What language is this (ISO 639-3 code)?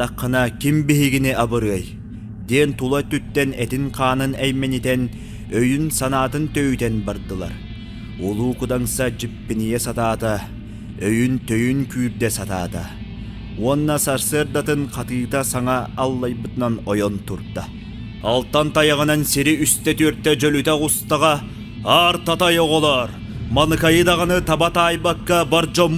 sah